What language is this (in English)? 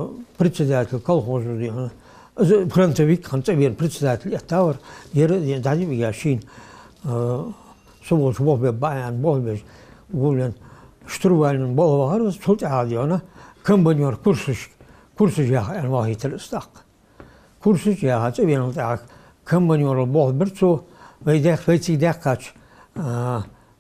Ingush